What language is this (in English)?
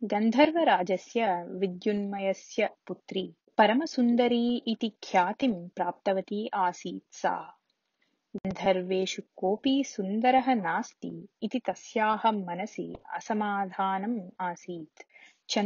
Sanskrit